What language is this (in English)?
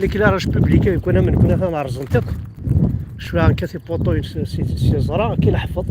Kabyle